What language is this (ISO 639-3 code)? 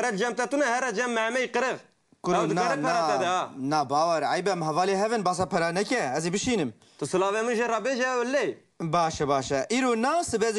kur